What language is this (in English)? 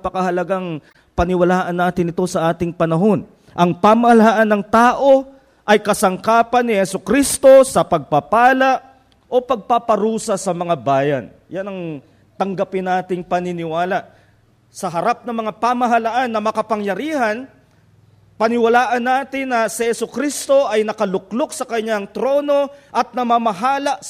Filipino